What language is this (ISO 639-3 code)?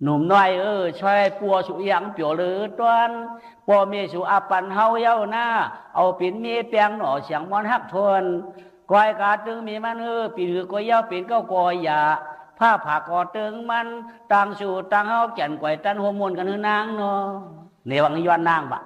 shn